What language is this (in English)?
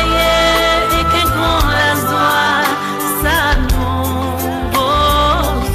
Seselwa Creole French